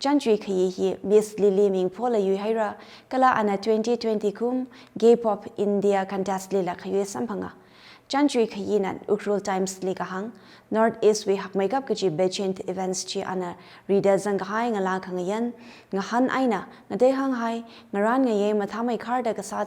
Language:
Tangkhul Naga (India)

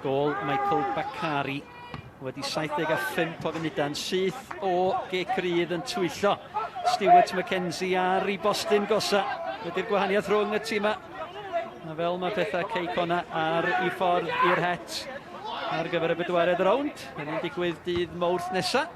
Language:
Welsh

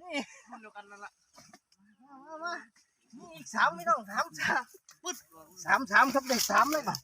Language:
Lao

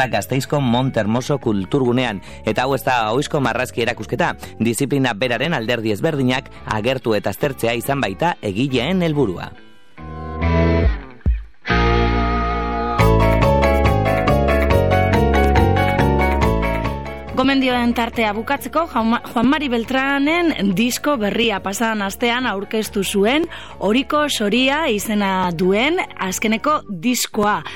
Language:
Basque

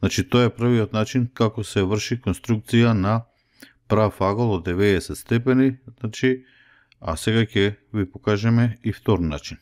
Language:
Macedonian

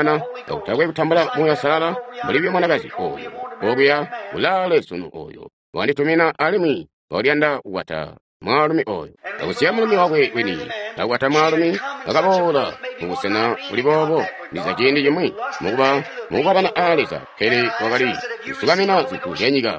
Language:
Tonga (Zambia)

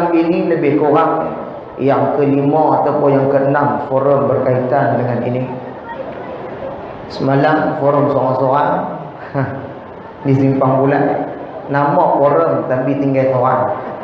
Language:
Malay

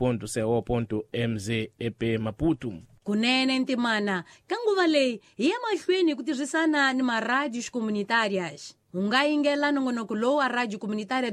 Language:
Tsonga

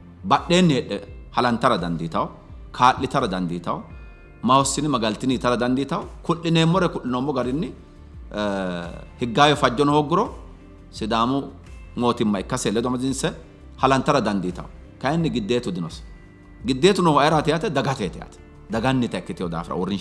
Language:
Sidamo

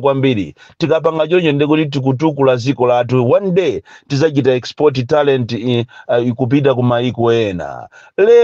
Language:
Nyanja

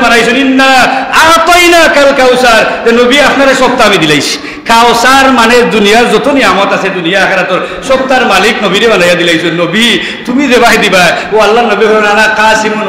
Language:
Sylheti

